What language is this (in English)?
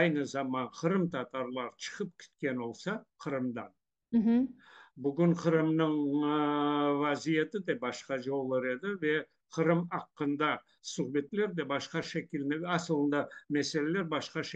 Crimean Tatar